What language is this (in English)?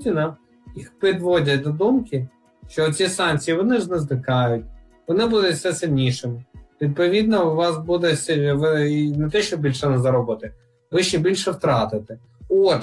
Ukrainian